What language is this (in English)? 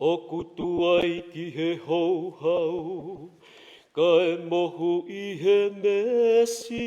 Tongan